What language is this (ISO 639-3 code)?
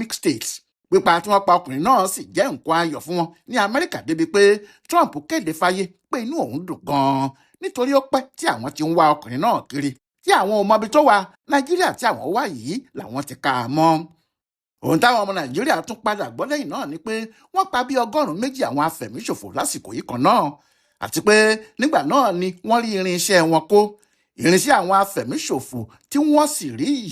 yor